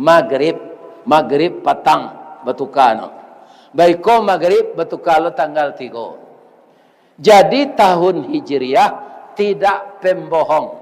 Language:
Minangkabau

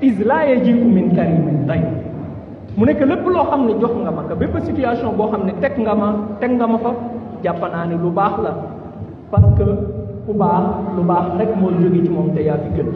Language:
Wolof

